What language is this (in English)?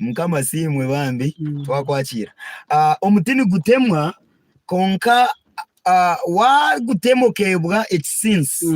Nyankole